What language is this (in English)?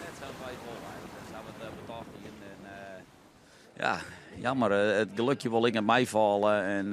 Western Frisian